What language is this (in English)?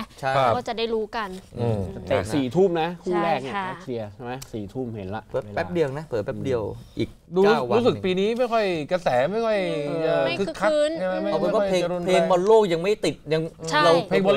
Thai